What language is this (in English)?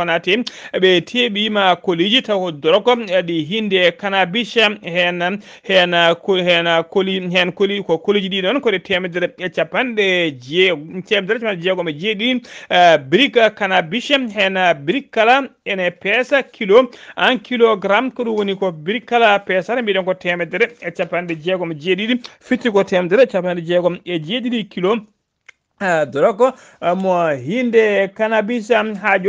Fula